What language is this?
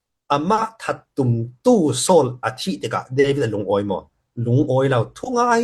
Falam Chin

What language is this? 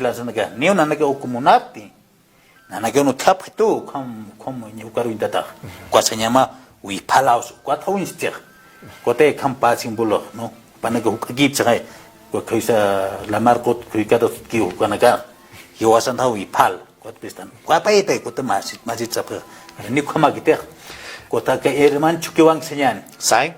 Aymara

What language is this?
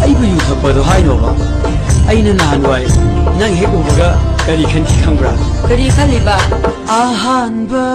Manipuri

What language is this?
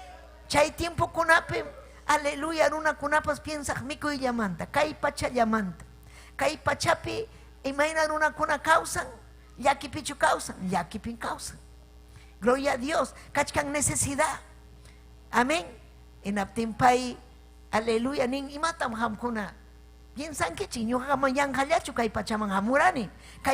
Ayacucho Quechua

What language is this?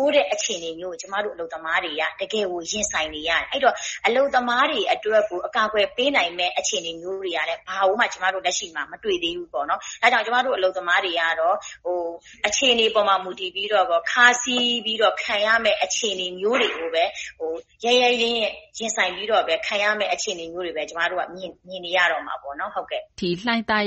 Burmese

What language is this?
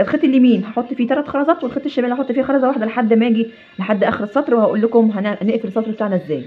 Egyptian Arabic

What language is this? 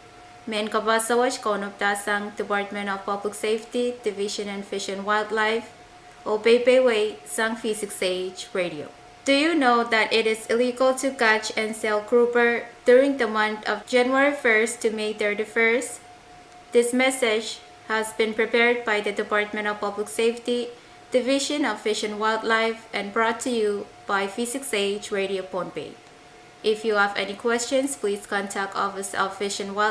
Pohnpeian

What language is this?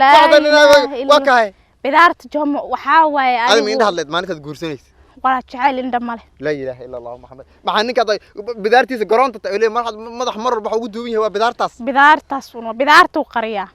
Somali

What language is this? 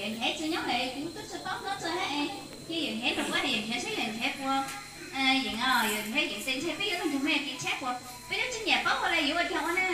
Hmong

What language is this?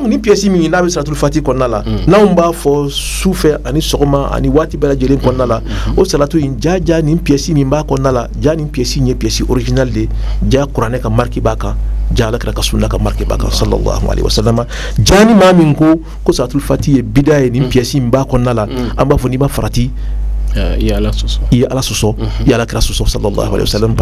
Bambara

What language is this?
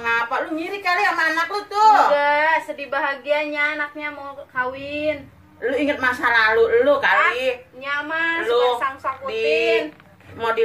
Betawi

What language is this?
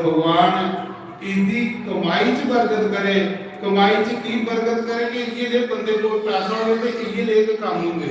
Dogri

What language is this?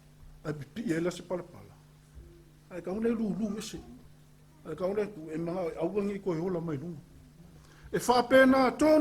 Samoan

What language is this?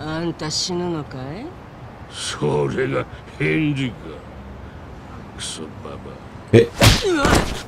Japanese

